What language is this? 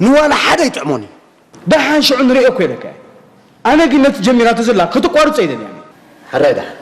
Tigrinya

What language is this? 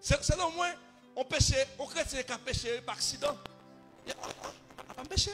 Haitian Creole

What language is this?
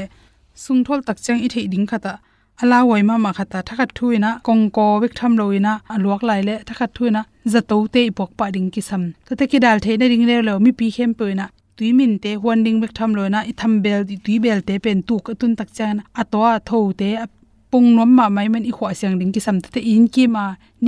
Tedim Chin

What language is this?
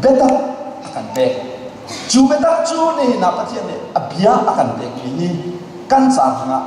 Hakha Chin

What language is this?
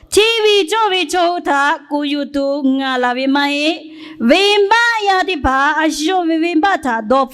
Lahu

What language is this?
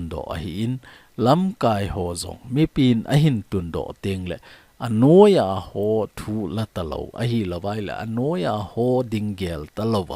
Thado Chin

